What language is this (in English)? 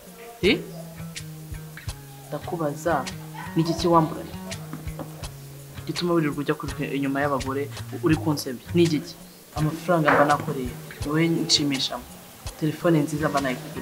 Kinyarwanda